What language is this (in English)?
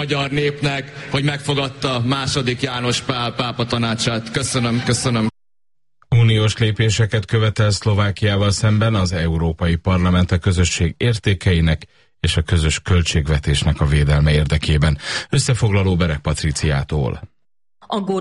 Hungarian